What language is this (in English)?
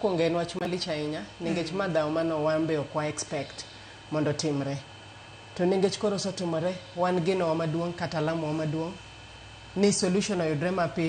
Luo (Kenya and Tanzania)